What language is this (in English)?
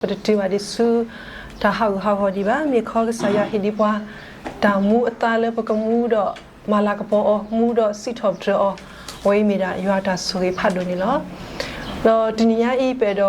S'gaw Karen